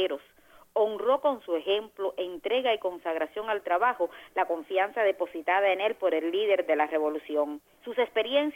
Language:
Spanish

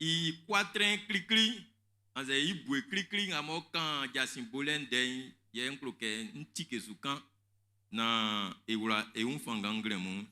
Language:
Baoulé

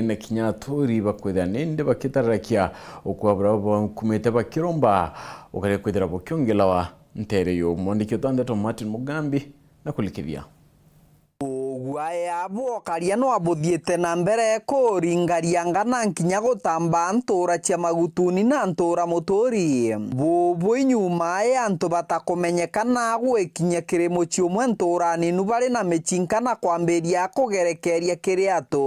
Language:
Meru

